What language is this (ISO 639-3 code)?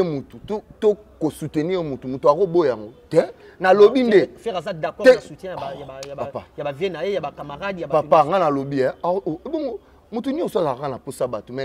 lin